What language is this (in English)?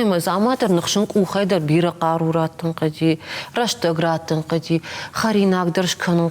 Ossetic